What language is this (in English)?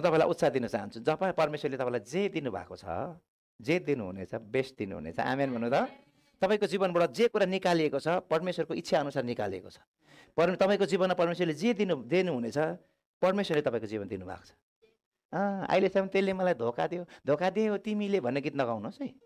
Nepali